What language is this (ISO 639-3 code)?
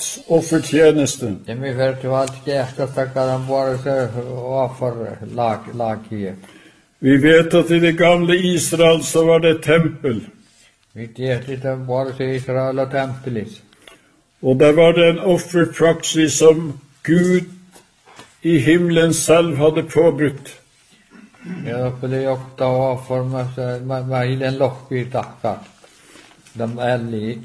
nor